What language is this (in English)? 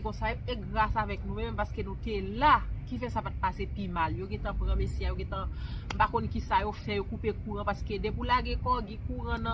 Haitian Creole